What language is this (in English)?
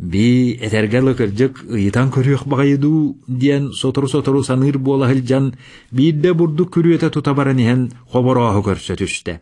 Yakut